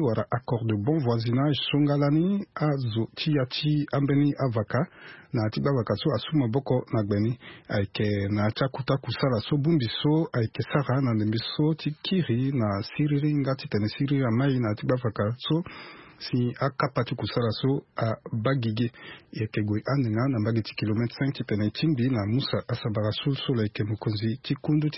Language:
Sango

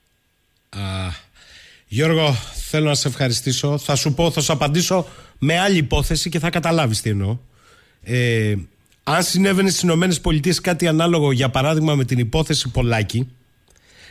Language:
Greek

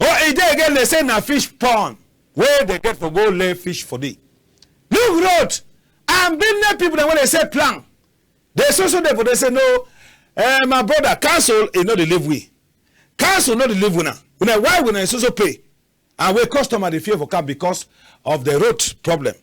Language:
Cameroon Pidgin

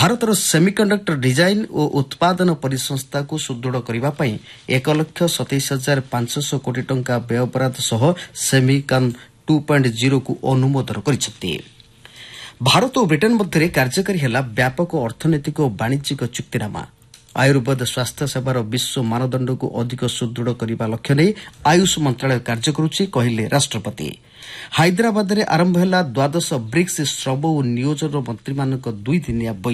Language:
Odia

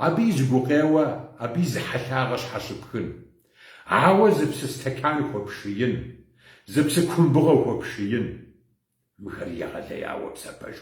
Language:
Kabardian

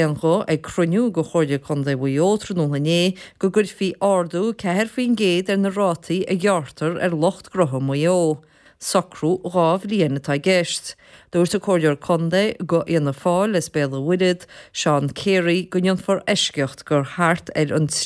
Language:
Irish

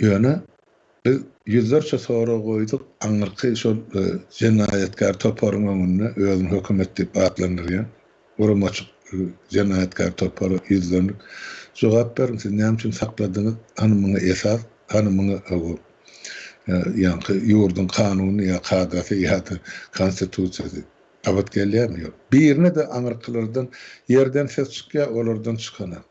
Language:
Turkmen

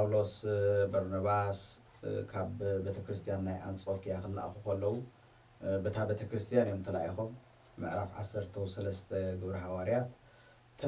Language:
Tigrinya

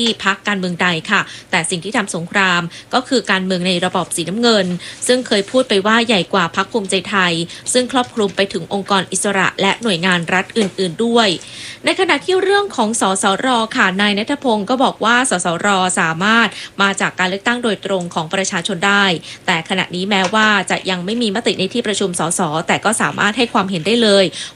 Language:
Thai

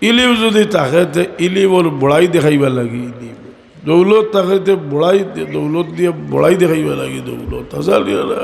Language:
Sylheti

